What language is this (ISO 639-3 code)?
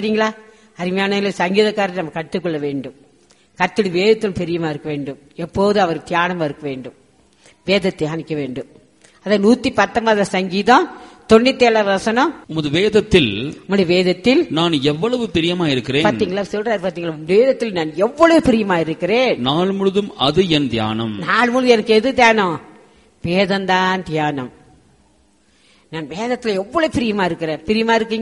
tam